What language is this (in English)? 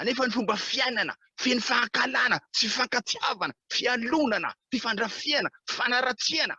Malagasy